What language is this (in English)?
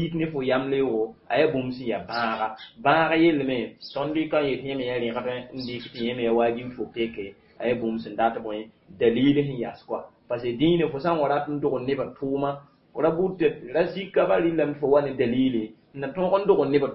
Mossi